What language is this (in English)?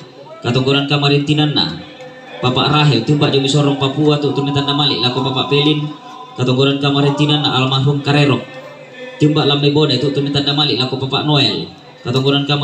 Toraja-Sa'dan